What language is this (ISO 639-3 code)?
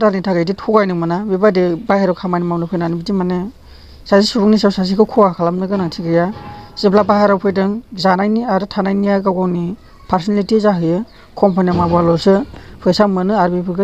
brx